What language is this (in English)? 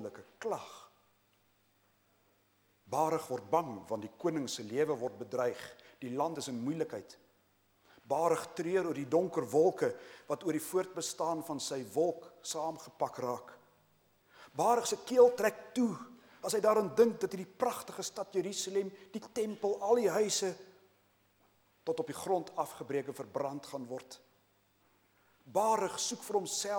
Afrikaans